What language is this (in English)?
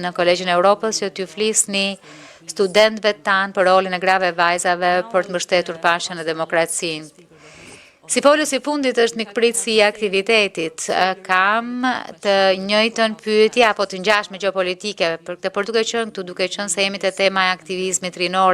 Albanian